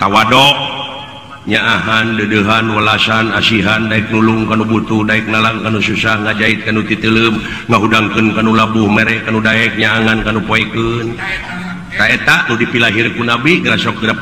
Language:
Sundanese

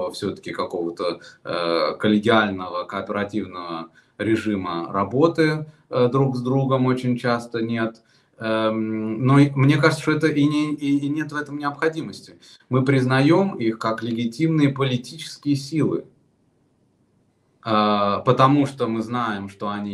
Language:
Russian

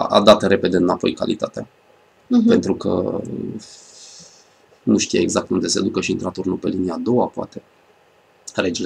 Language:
Romanian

